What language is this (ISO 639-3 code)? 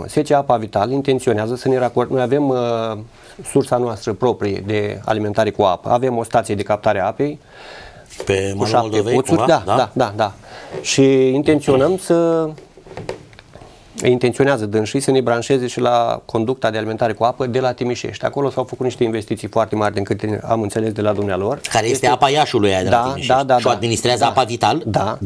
ron